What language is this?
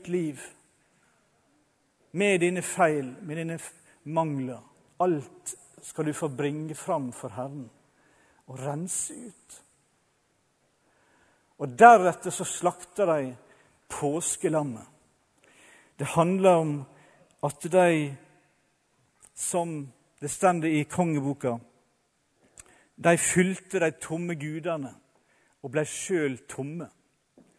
Norwegian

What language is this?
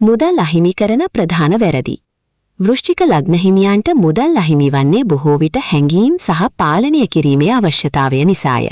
Sinhala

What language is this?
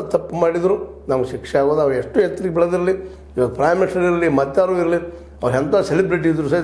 Kannada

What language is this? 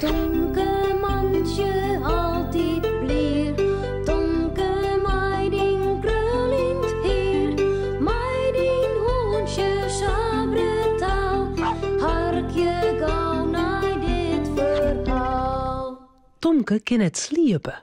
Western Frisian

